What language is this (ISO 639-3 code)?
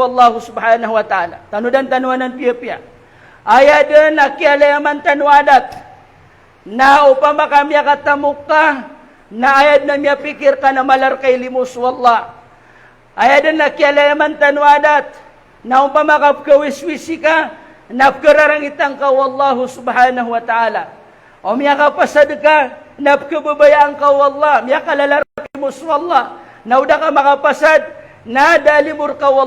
mrw